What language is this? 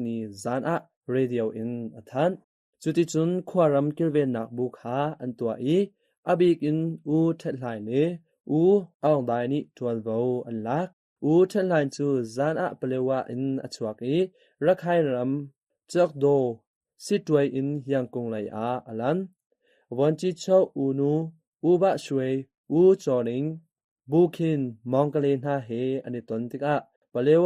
Hakha Chin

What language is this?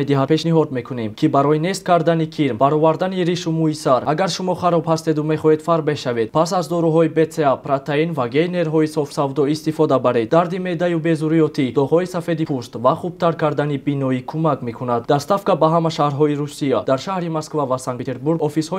Tajik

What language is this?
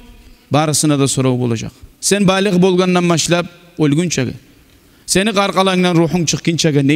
Kumyk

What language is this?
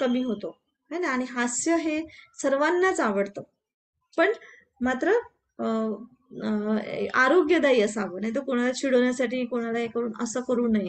Marathi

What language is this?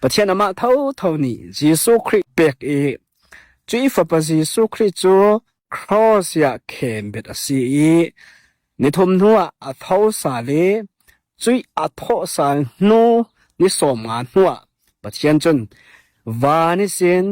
Hakha Chin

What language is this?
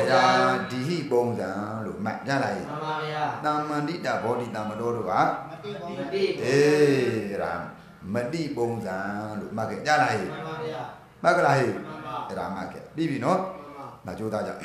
Burmese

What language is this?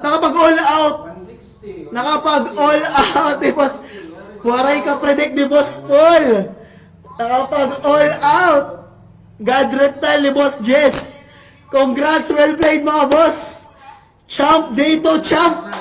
Waray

